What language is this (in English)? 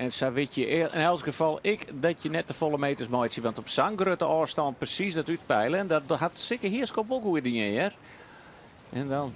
Western Frisian